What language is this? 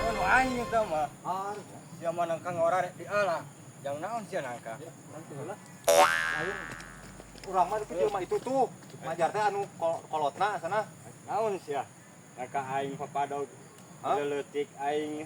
Sundanese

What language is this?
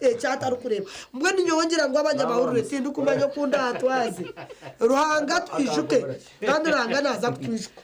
Nyankole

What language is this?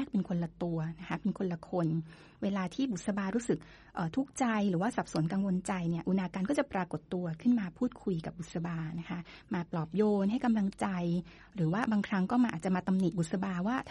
Thai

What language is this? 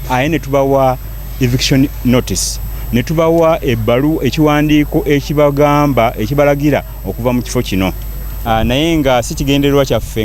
Ganda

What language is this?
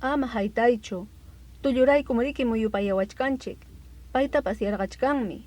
Ayacucho Quechua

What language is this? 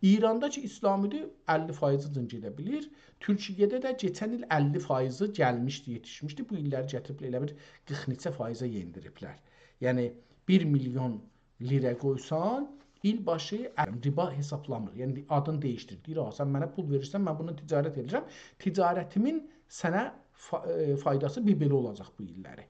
South Azerbaijani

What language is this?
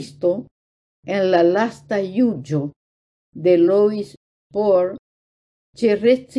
Esperanto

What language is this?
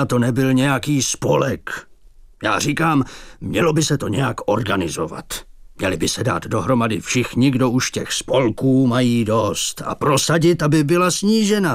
Czech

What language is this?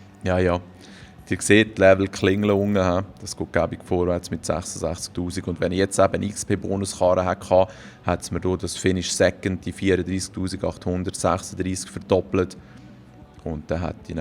Swiss German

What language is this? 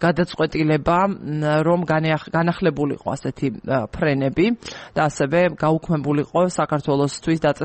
Georgian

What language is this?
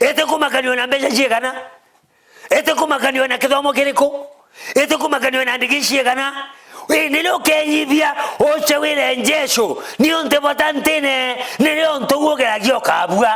Meru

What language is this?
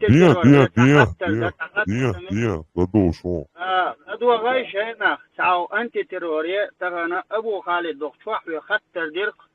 Chechen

